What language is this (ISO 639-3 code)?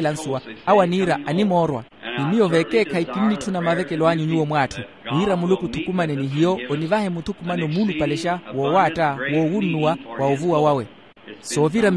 vmw